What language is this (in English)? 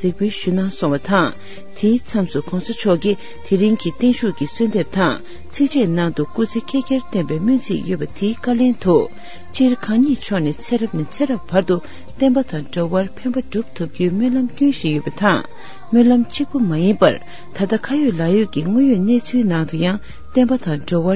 Tibetan